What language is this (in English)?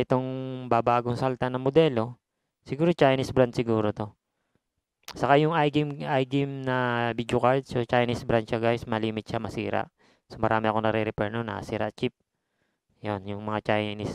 Filipino